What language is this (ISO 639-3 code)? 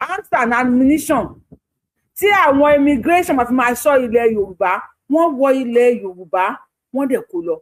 yor